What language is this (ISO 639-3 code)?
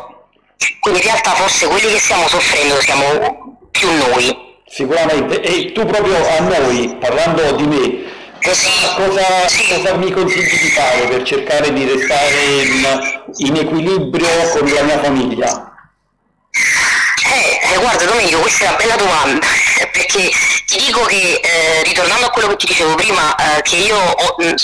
ita